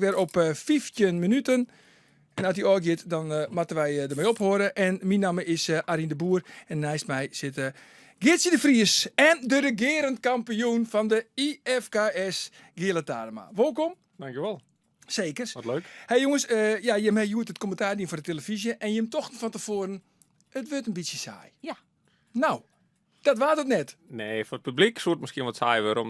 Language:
Western Frisian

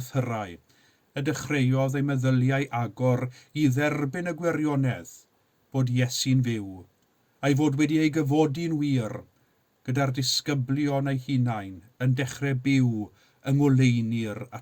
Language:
Welsh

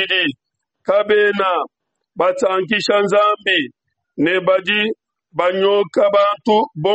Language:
Luba-Lulua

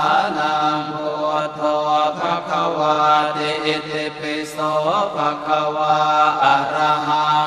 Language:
Pali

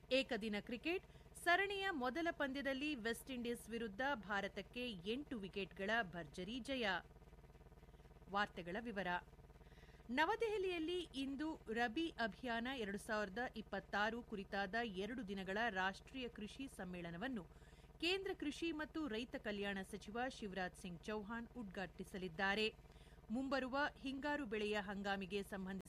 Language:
Kannada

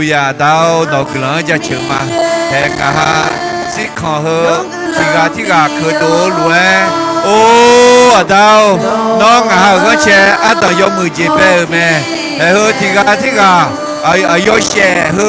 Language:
Akha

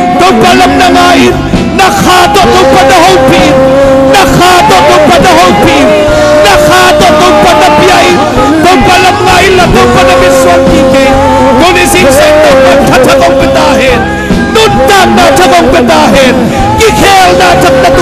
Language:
Tedim Chin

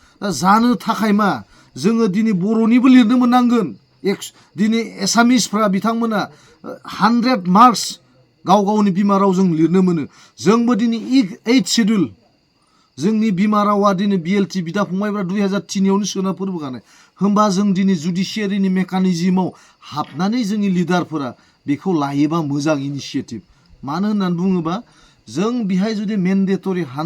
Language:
Bodo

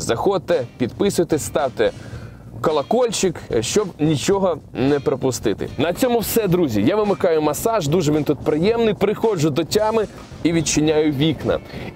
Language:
Ukrainian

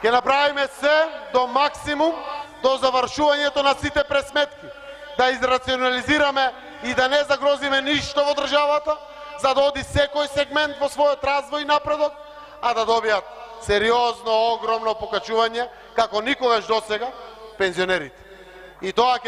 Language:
Macedonian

